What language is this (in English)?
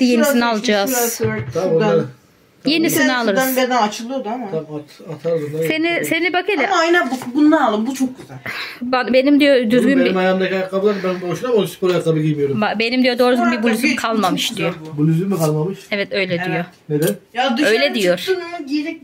Turkish